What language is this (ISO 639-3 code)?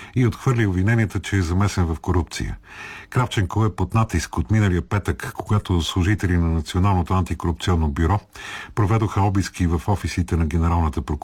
bul